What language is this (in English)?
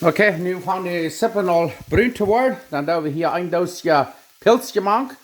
Plautdietsch